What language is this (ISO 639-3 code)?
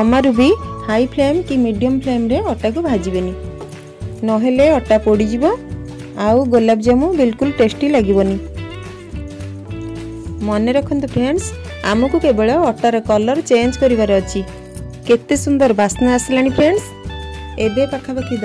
ori